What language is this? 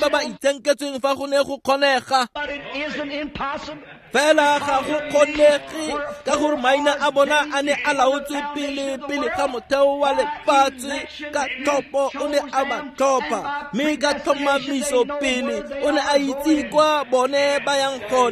Tswana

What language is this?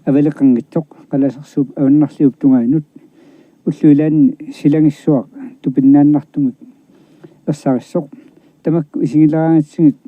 Kalaallisut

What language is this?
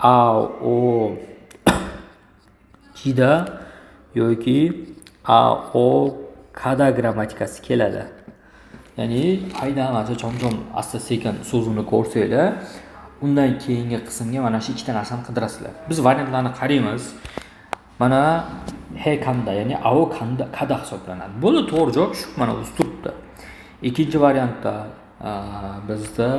Uzbek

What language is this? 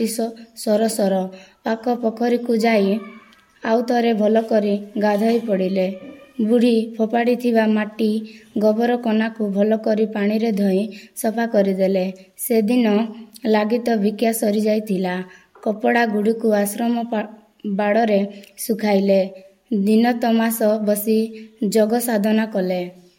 Odia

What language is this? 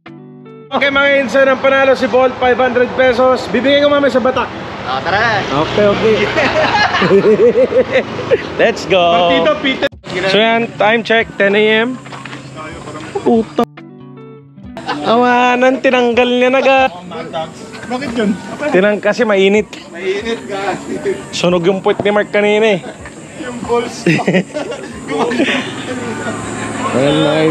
Filipino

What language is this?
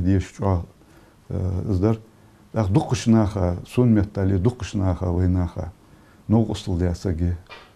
Ingush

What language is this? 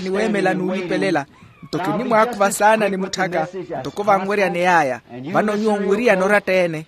Makhuwa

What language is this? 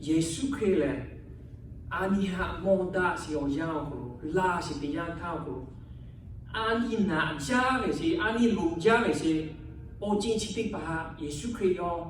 Lahu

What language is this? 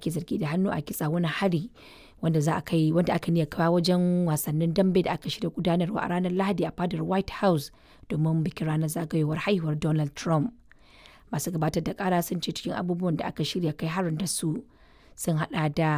Hausa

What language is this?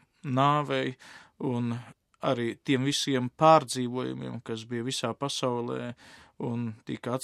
Latvian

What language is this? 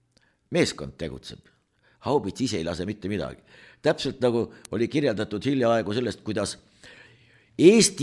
Estonian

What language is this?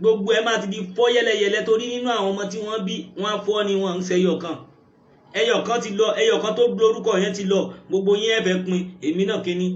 Yoruba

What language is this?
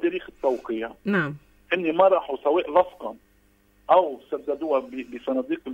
North Levantine Arabic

